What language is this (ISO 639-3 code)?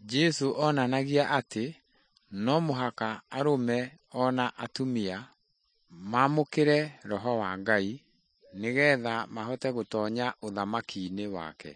kik